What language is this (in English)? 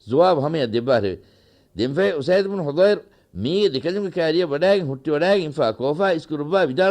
Divehi